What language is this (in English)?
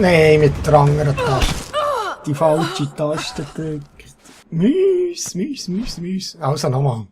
Swiss German